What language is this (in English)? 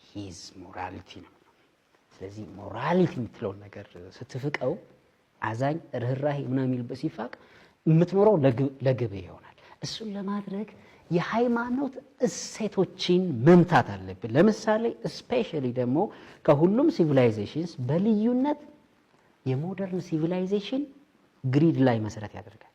Amharic